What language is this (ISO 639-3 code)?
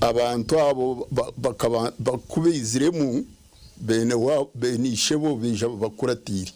nyn